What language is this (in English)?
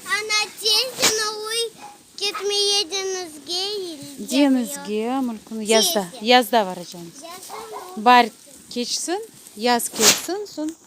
Crimean Tatar